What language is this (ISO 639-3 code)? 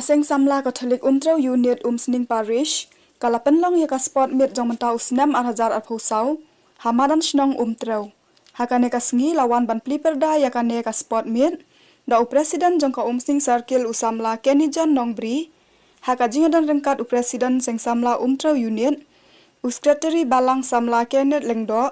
kha